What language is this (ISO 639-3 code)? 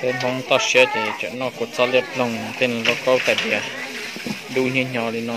hmn